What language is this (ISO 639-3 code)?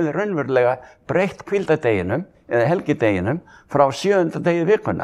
isl